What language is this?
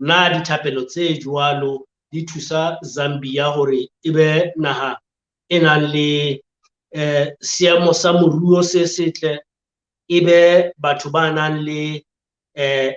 Southern Sotho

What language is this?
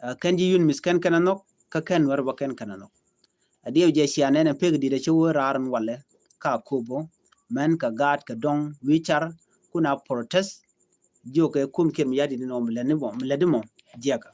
Nuer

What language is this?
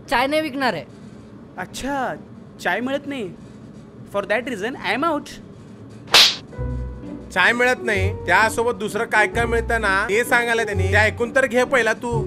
Marathi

